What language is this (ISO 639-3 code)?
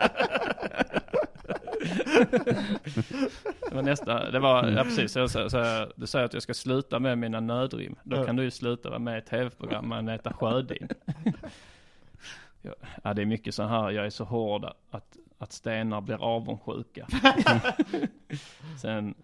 swe